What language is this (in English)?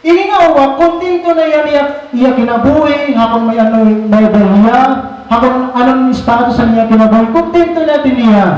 Waray